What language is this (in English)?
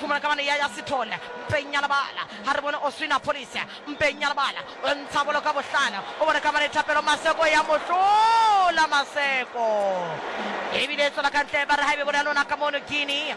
Southern Sotho